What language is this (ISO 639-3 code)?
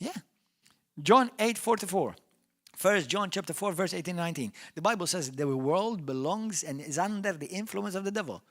eng